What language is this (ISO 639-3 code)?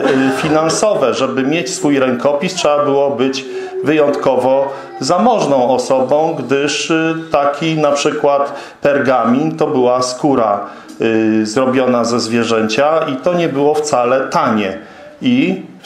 pol